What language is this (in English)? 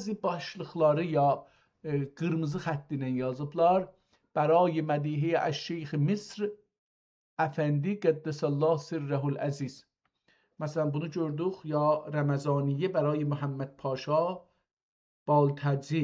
South Azerbaijani